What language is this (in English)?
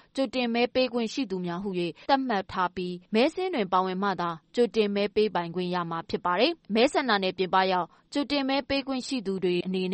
Burmese